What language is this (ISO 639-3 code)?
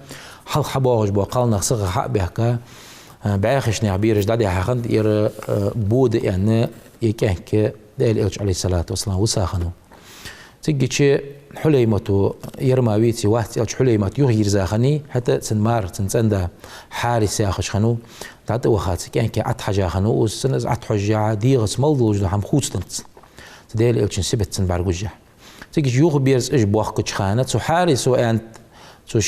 inh